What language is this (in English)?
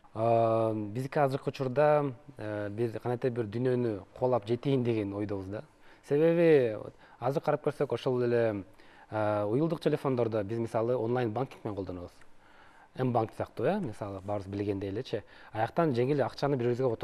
Kyrgyz